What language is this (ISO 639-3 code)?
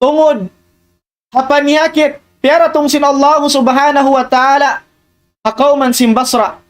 tsg